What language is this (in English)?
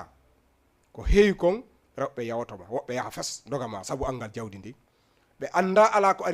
Fula